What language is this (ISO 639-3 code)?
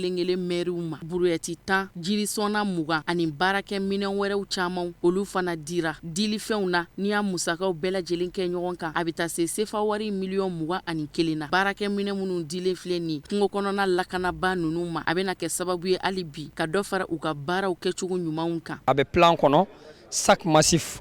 bam